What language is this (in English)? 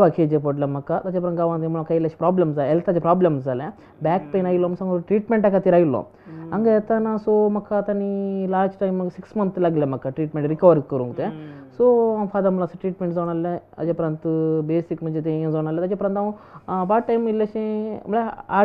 Konkani